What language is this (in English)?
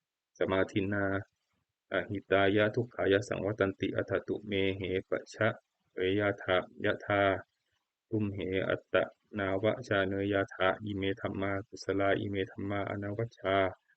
Pali